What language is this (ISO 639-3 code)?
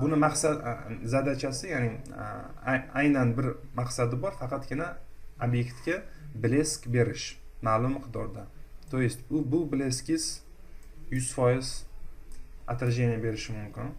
uzb